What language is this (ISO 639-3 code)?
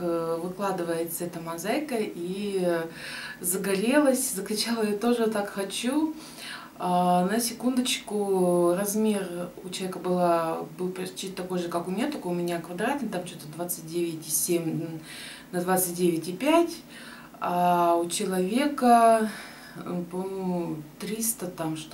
rus